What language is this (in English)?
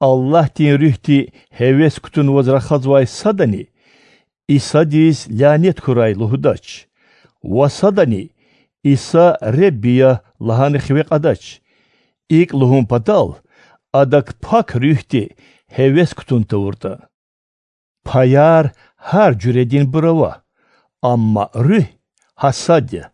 Lezghian